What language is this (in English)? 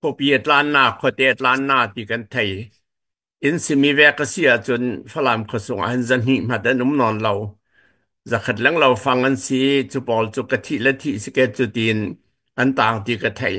Falam Chin